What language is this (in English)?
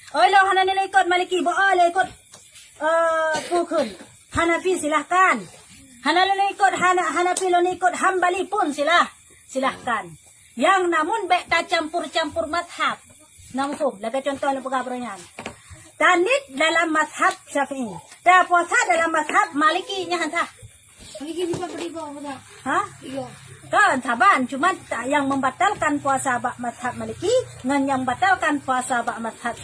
Achinese